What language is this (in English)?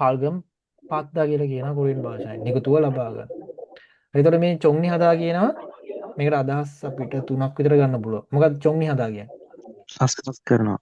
Sinhala